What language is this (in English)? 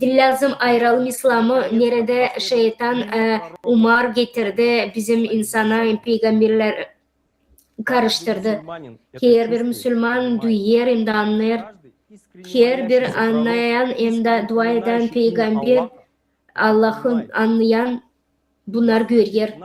Gagauz